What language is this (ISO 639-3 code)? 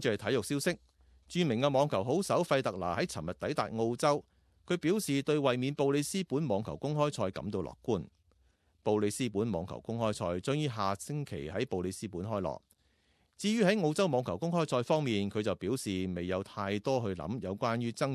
yue